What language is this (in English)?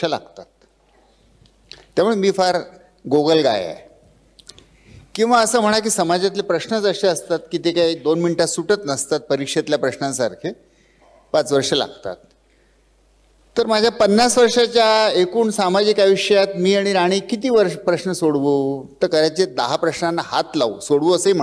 Marathi